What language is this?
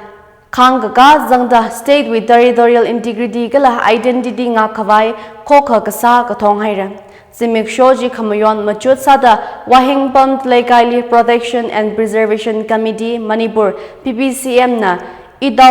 Tangkhul Naga (India)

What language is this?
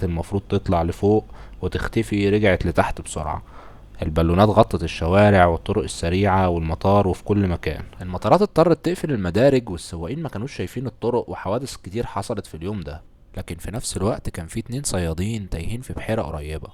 Egyptian Arabic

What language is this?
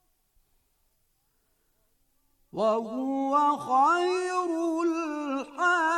Bosnian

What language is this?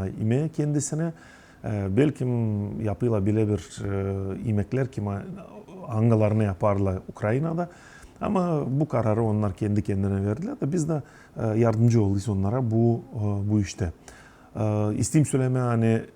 Gagauz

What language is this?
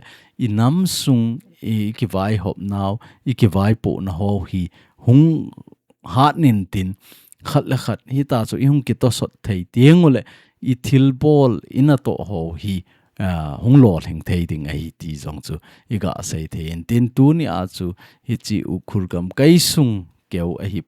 Thado Chin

